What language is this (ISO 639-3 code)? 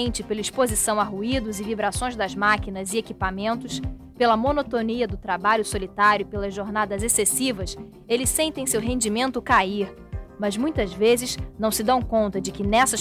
por